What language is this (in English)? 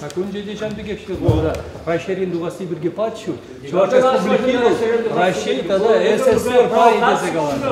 Chuvash